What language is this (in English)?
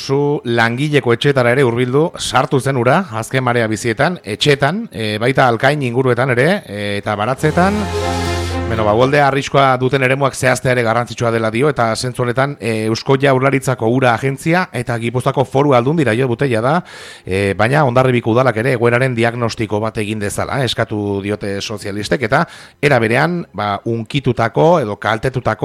Basque